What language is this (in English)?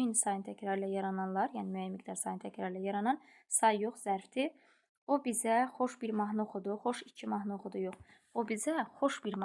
Azerbaijani